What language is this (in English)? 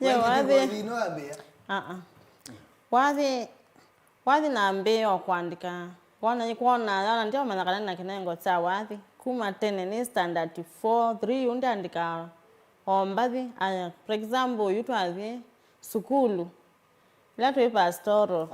Kamba